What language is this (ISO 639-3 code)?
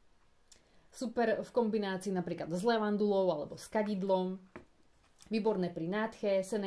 slk